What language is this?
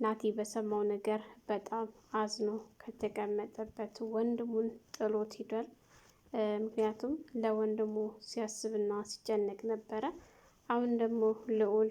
Amharic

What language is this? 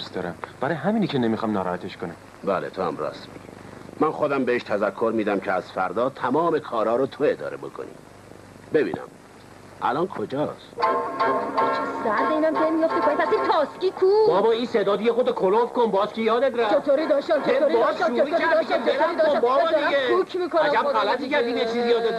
Persian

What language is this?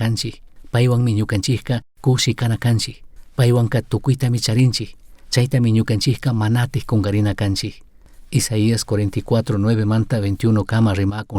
Chimborazo Highland Quichua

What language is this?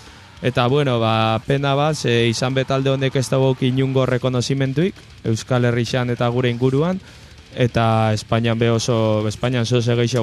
Basque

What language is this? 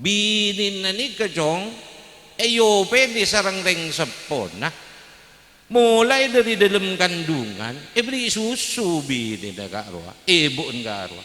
Madurese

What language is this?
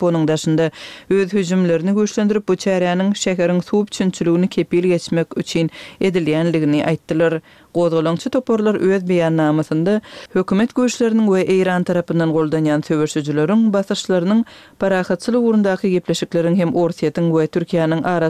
Turkmen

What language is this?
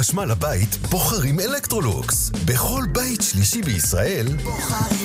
Hebrew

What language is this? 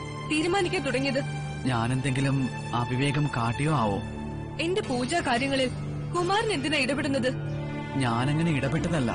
Malayalam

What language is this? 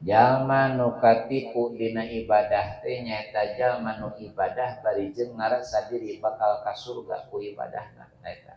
Sundanese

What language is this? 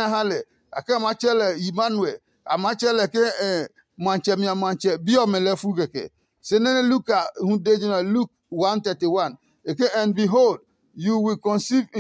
Adangme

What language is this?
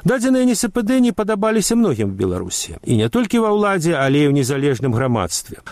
Belarusian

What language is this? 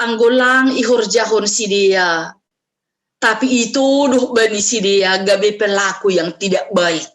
Batak Simalungun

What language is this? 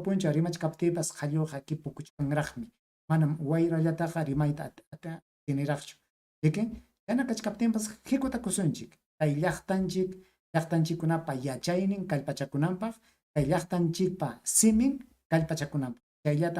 Ayacucho Quechua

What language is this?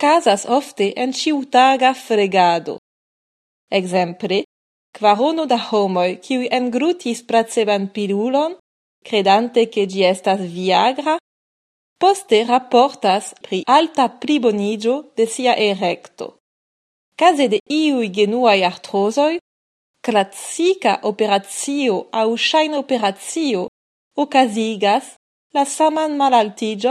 Esperanto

